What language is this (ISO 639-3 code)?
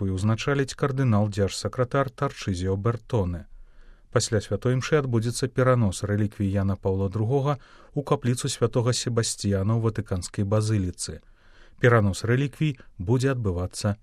bel